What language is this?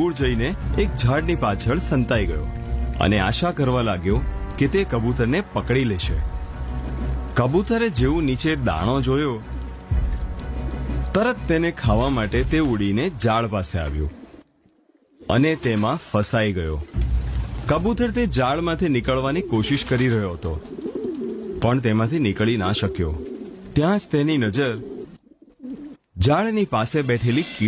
Gujarati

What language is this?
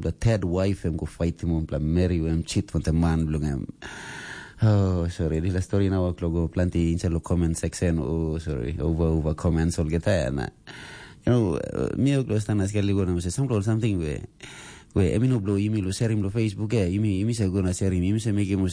Tok Pisin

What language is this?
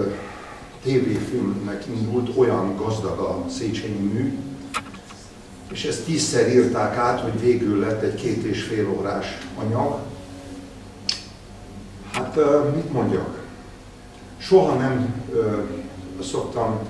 Hungarian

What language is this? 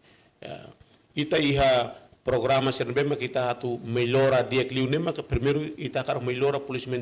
Tetum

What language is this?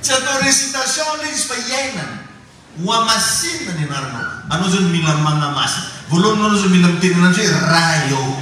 Malagasy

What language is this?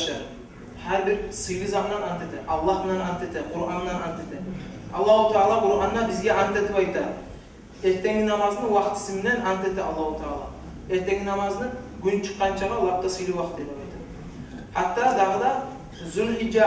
Kumyk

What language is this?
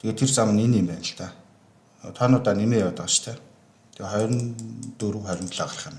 Mongolian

